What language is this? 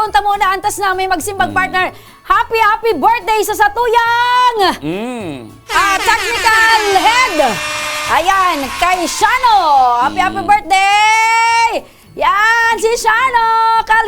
Bikol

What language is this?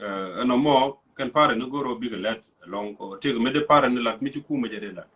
Nuer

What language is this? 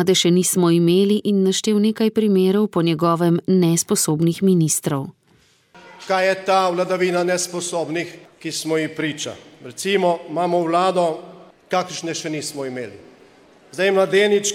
Slovenian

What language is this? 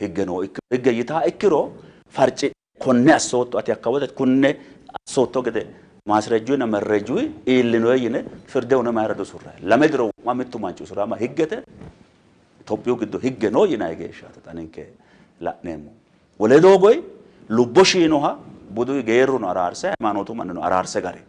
Sidamo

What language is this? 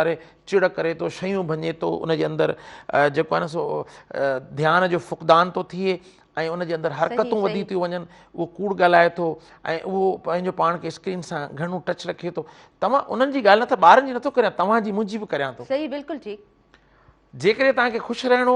Sindhi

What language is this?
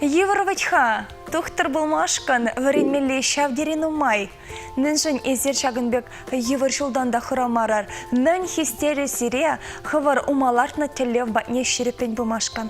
Chuvash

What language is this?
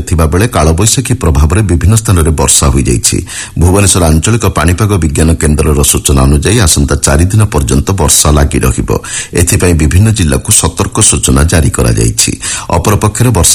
Odia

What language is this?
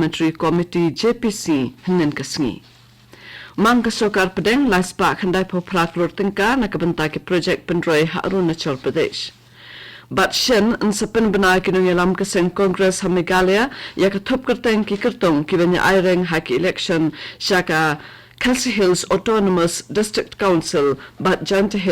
Khasi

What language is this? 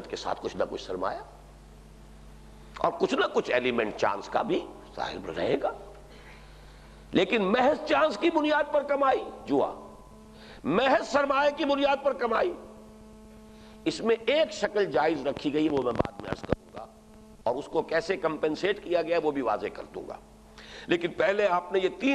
Urdu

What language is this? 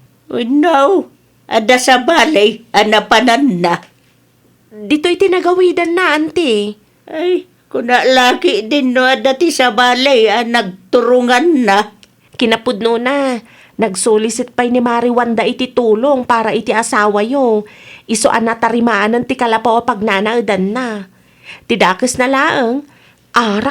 Iloko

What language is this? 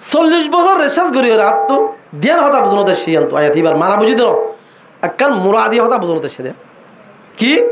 Rohingya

